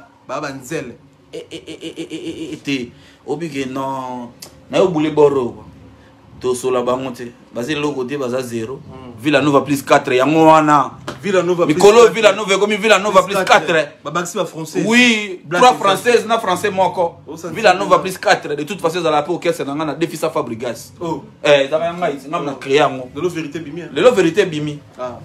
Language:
Lingala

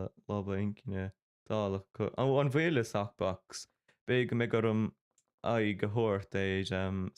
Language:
Irish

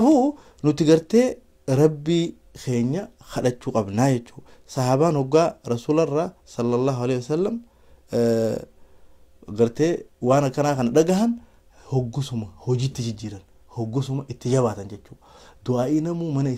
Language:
Oromo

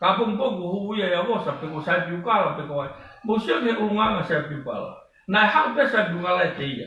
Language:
Tongan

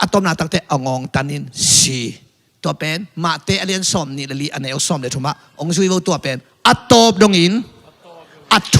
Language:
Tedim Chin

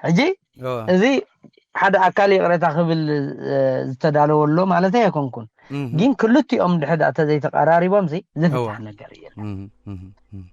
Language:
Tigrinya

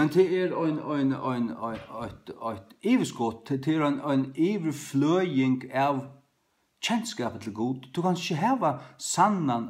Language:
Faroese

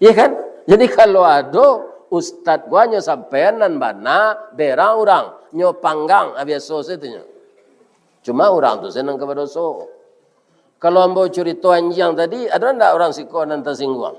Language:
Minangkabau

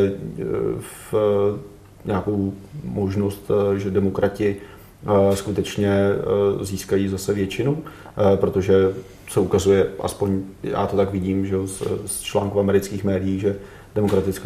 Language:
Czech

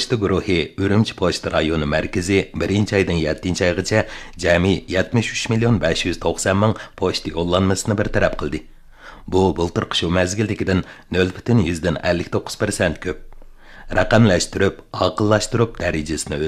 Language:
Uyghur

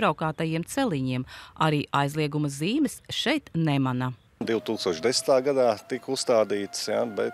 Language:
Latvian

